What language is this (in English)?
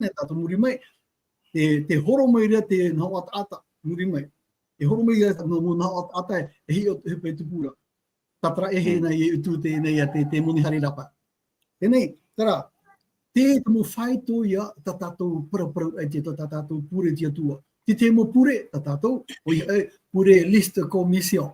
Tahitian